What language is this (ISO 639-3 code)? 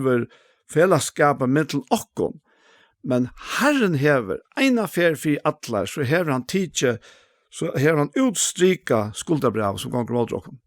fao